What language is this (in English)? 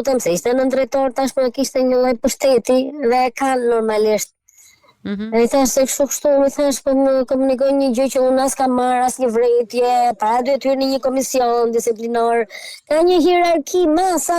Albanian